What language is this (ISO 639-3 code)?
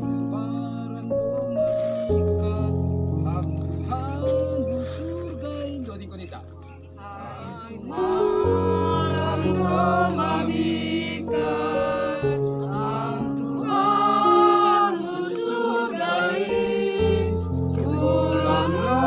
bts